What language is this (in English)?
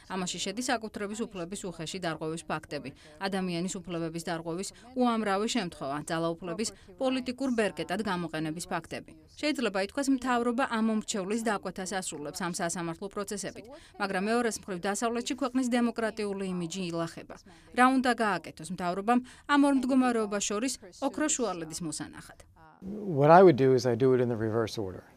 Georgian